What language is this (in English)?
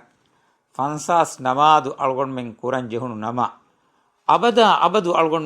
Divehi